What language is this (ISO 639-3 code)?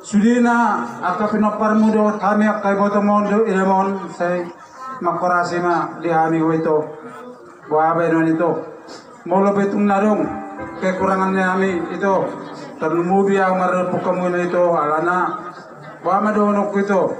bbc